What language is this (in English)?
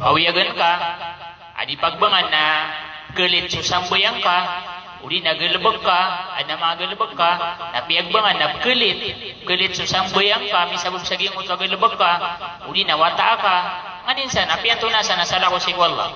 Maranao